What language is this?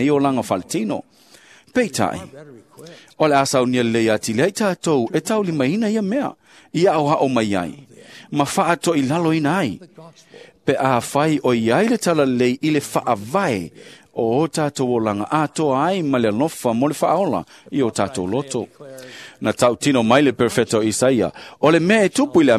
Samoan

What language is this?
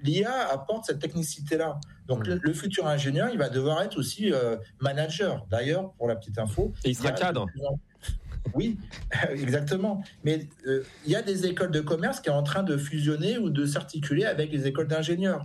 French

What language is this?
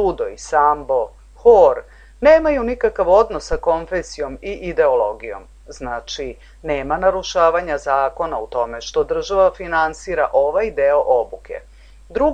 Serbian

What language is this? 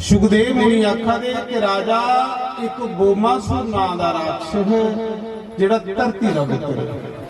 Dogri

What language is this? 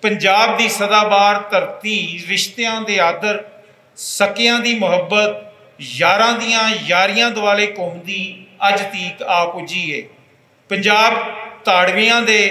Western Panjabi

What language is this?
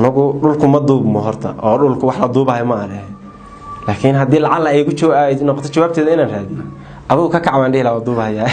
Somali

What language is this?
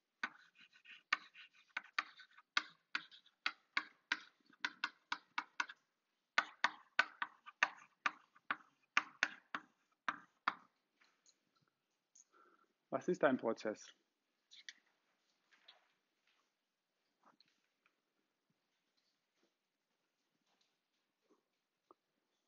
German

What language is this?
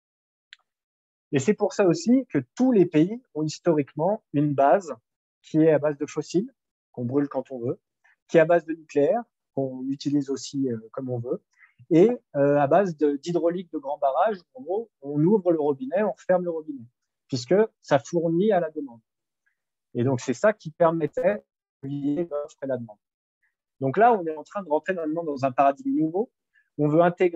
French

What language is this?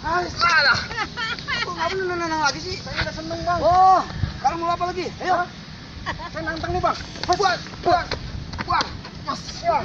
Betawi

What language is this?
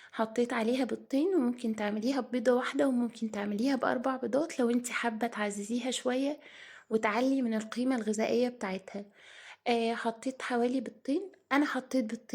Egyptian Arabic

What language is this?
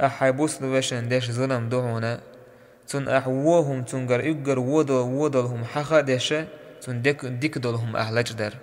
Chechen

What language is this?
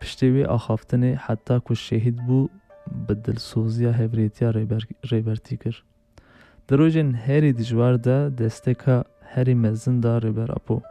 Kurdish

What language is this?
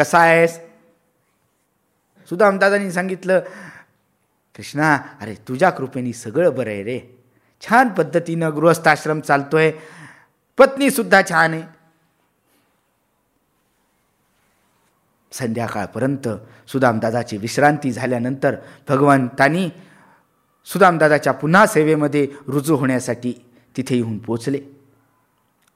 Marathi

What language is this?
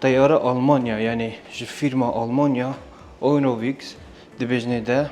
Kurdish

